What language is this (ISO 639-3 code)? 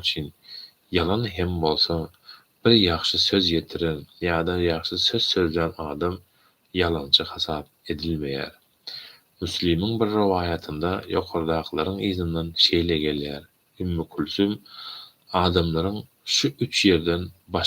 tuk